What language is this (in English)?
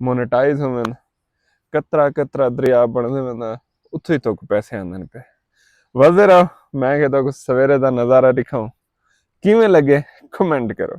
Saraiki